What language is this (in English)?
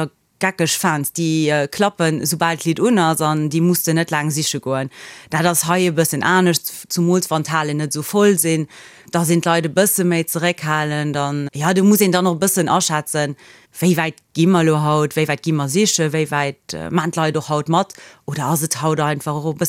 Luxembourgish